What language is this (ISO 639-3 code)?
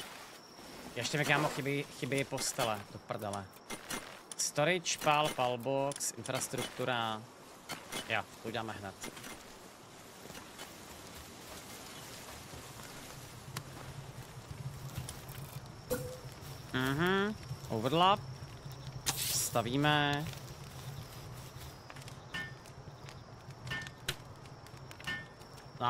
ces